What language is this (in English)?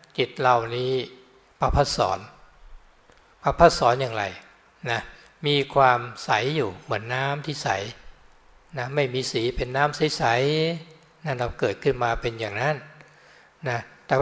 Thai